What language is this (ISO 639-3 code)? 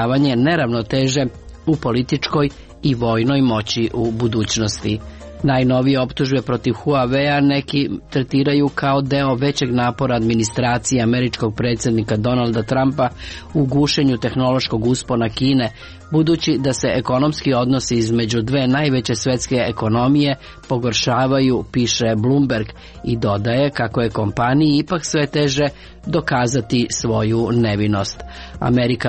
srp